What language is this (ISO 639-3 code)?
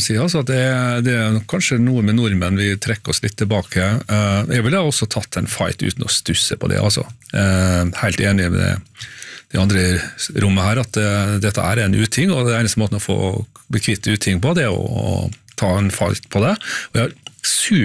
nor